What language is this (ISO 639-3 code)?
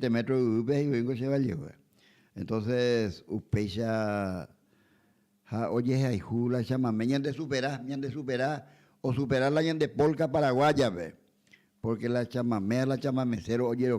grn